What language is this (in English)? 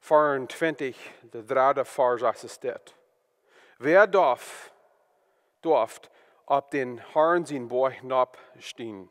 Plautdietsch